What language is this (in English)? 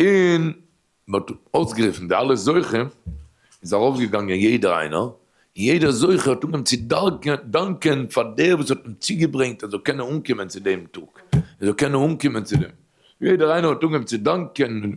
Yiddish